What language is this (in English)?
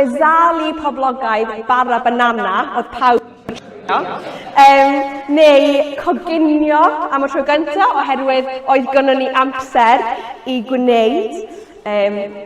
Welsh